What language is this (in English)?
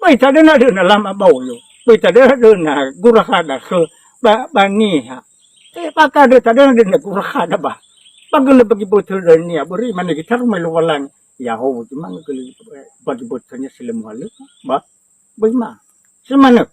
Nias